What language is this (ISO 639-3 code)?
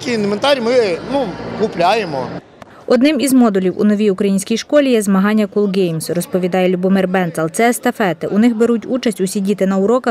ukr